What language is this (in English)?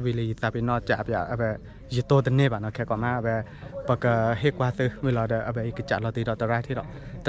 S'gaw Karen